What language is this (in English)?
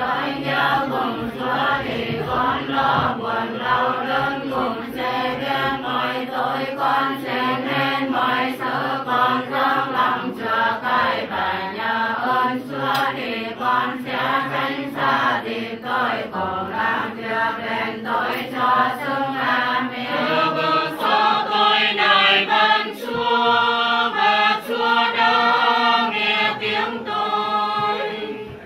Vietnamese